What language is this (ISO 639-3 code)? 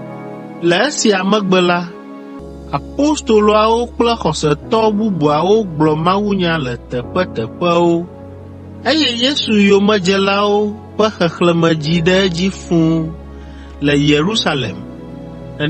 ewe